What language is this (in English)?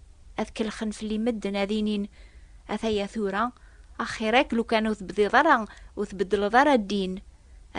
Kabyle